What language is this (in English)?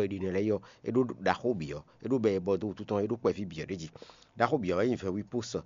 Fon